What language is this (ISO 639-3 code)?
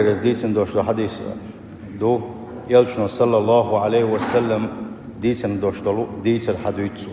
che